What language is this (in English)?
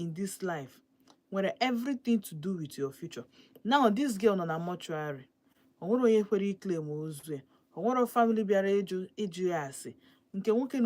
Igbo